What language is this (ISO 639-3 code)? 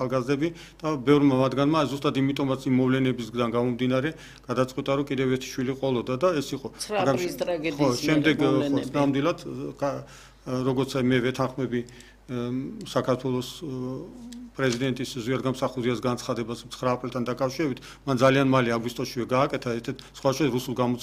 kat